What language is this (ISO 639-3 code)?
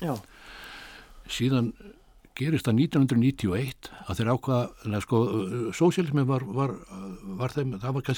isl